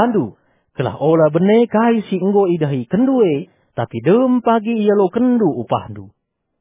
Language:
Batak Karo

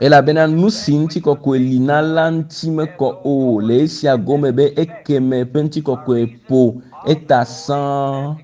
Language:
Ewe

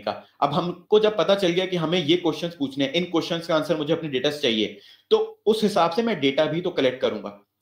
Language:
Hindi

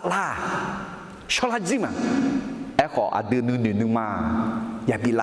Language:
Akha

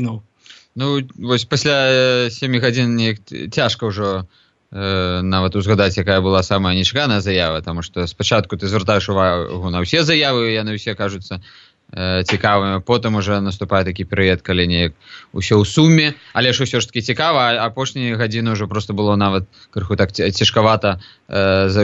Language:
Belarusian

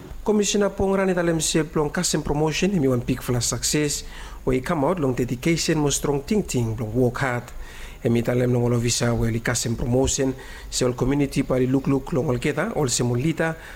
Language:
Bislama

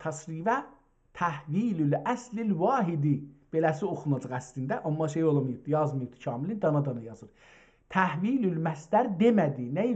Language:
South Azerbaijani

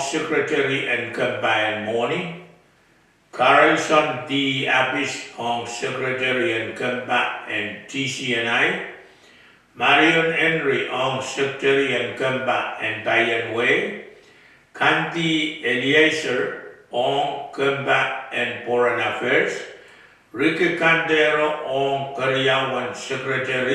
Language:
Pohnpeian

